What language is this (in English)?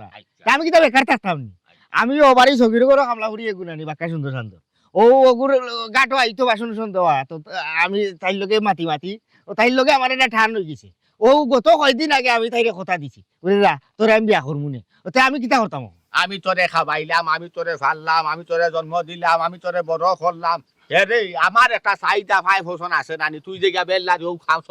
Sylheti